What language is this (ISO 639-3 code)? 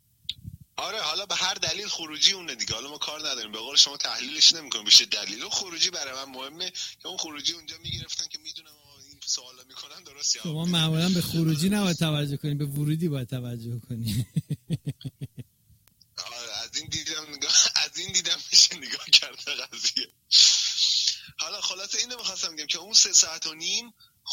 fas